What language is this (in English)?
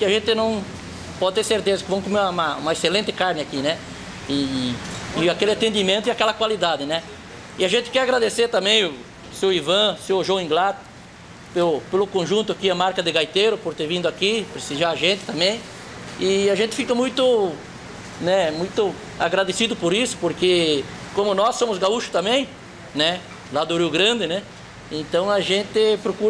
Portuguese